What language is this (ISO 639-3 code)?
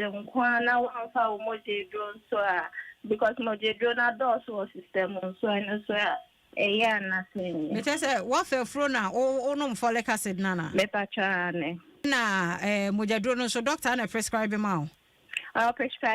aka